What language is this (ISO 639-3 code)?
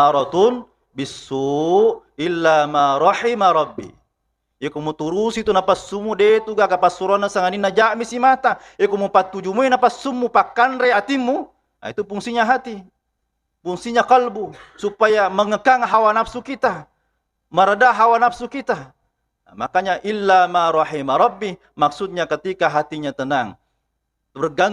bug